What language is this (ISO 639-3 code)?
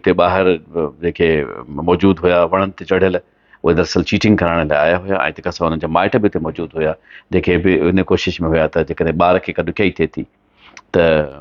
snd